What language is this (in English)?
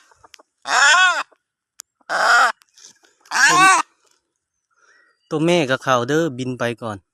Lao